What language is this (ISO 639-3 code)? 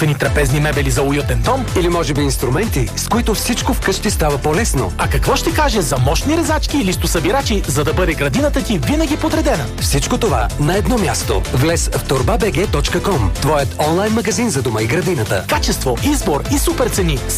bul